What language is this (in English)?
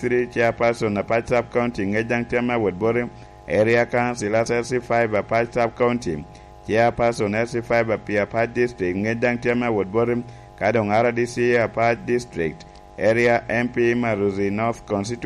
Lango (Uganda)